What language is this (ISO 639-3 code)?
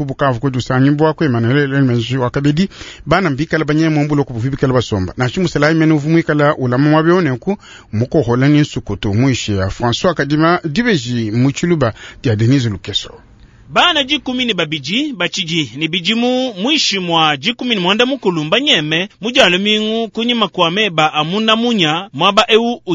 lua